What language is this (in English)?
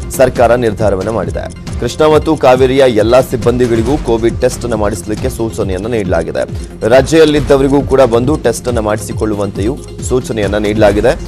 Kannada